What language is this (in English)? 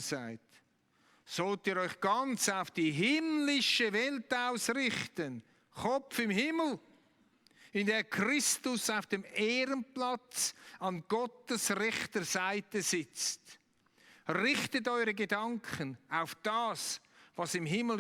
Swiss German